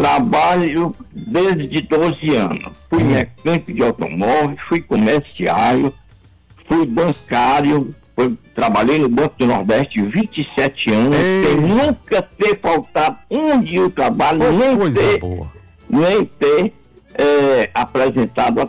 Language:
Portuguese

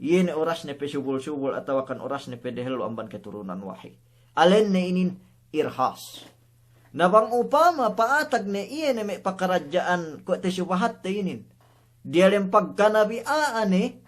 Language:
Yakan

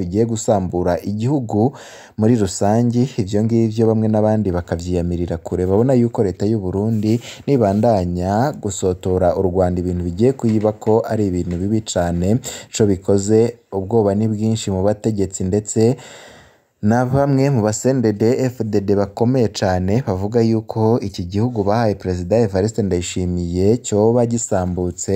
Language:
Rundi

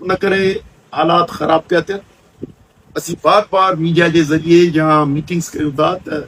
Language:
Sindhi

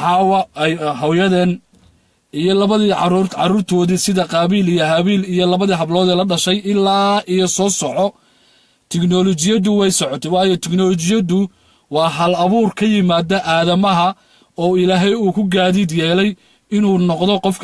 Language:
Somali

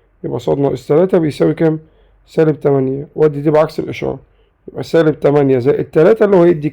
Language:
Egyptian Arabic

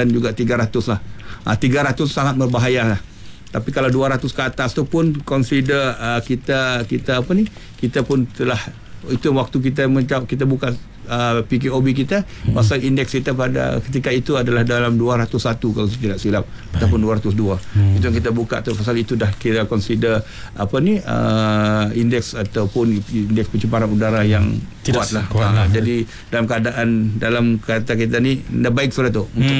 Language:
Malay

